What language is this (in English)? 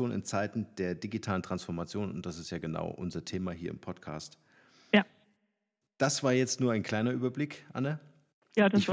German